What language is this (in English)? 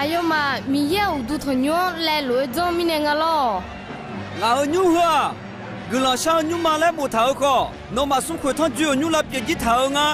Akha